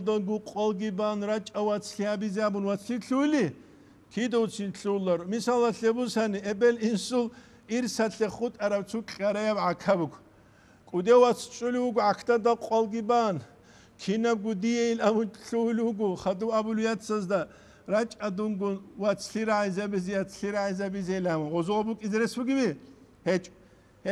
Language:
Avaric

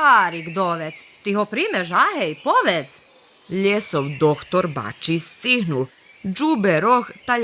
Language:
Rusyn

